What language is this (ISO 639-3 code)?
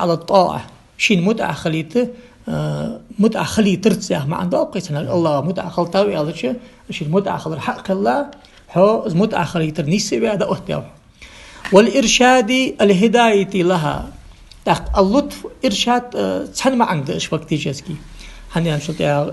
inh